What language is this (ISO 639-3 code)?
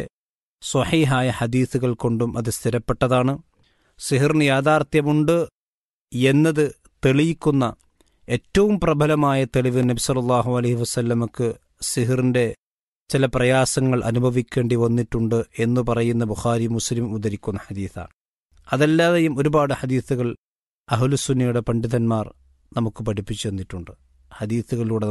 mal